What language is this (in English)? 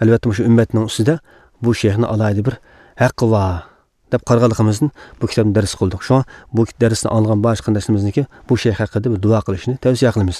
Uyghur